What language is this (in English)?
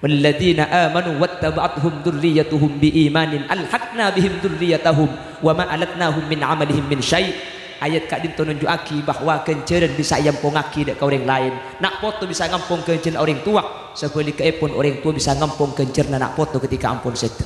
Madurese